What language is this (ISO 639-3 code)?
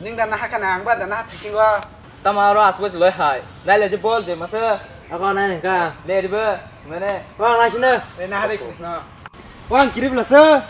trp